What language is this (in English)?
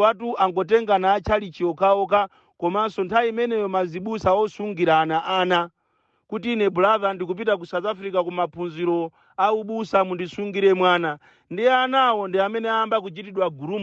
Nyanja